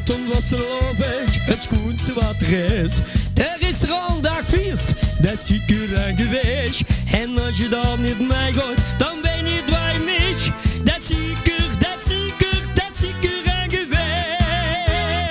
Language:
Limburgish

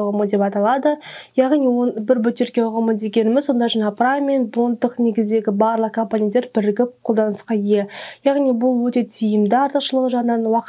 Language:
Kazakh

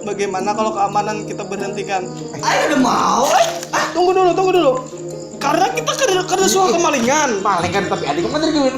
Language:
Banjar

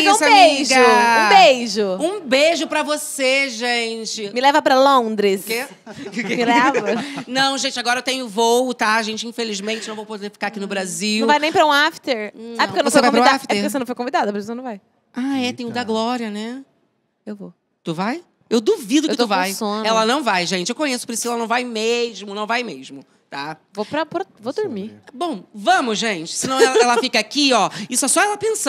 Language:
Portuguese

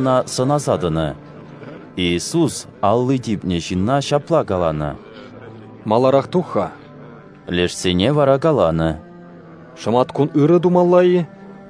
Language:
Chuvash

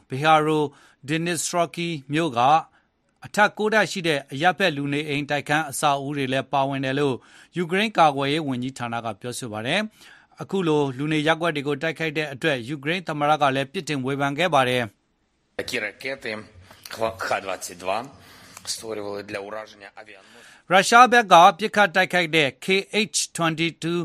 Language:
Burmese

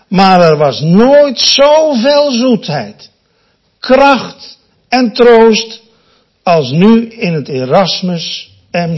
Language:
Dutch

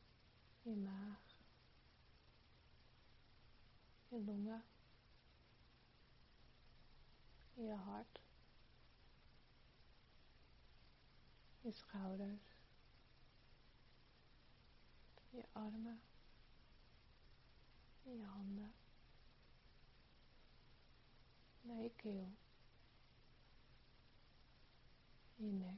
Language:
Dutch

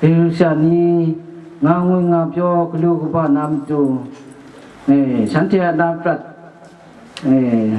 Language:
Kachin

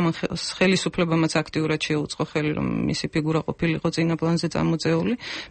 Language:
Georgian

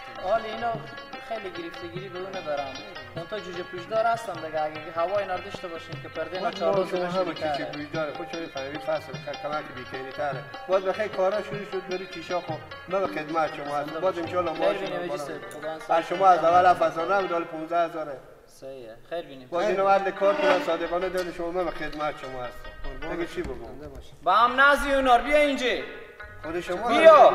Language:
Persian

